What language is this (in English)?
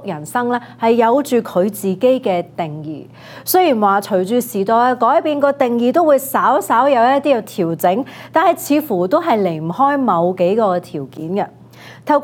Cantonese